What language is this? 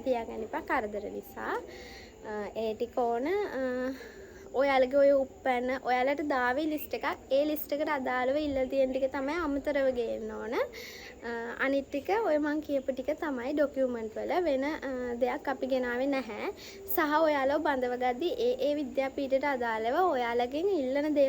Sinhala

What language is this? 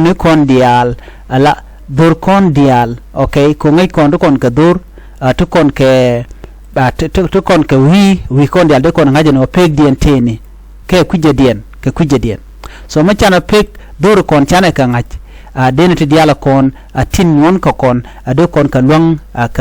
Nuer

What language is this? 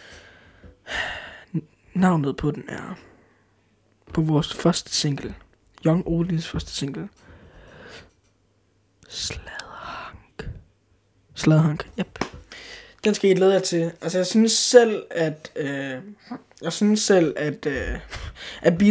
Danish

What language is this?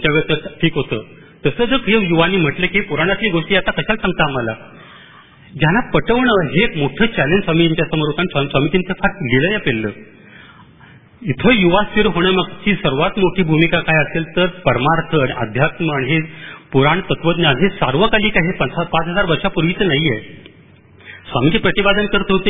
Marathi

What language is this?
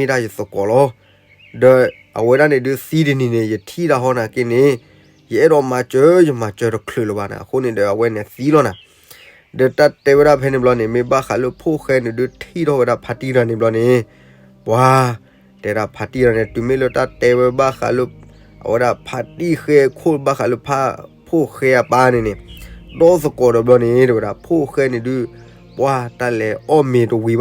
S'gaw Karen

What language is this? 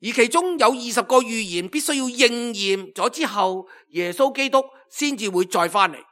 Cantonese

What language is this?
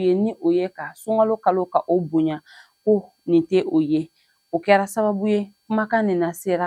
Bambara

